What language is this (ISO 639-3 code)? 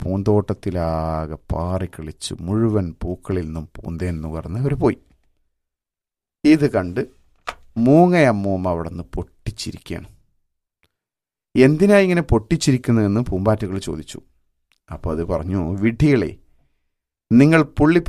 mal